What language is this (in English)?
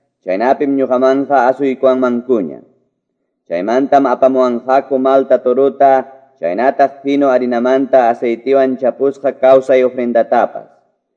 Quechua